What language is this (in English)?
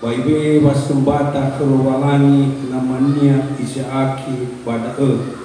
Nias